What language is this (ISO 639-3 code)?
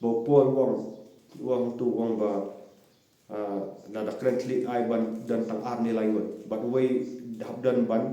kha